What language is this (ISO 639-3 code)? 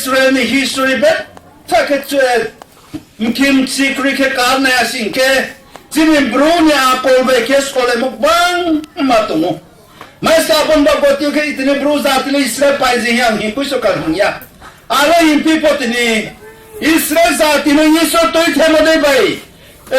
ria